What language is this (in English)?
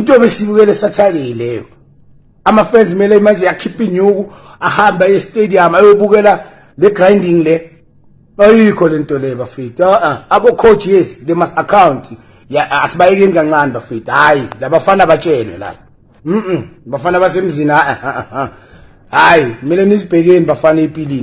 Zulu